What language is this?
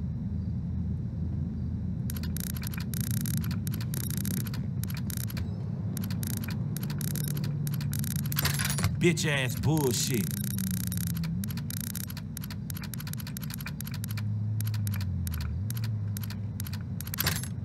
English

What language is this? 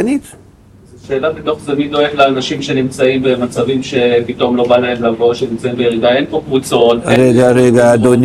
Hebrew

